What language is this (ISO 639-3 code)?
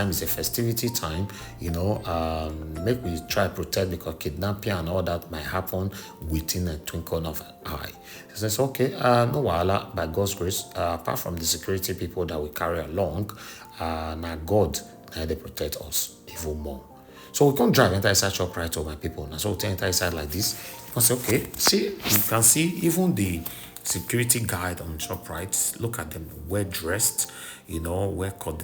pcm